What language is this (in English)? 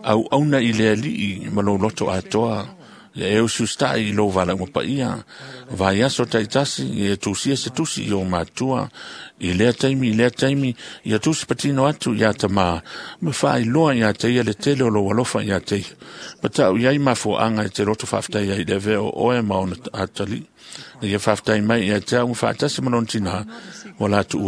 Samoan